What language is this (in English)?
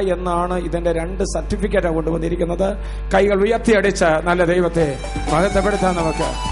Malayalam